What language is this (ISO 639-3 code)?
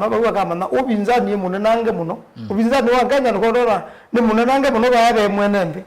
kam